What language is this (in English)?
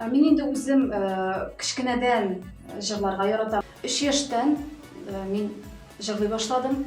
Tatar